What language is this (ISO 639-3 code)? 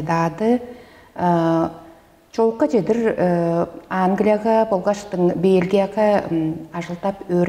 tyv